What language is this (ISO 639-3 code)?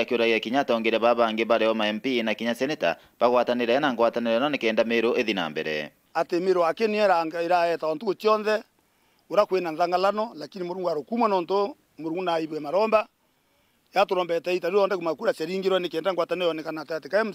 mer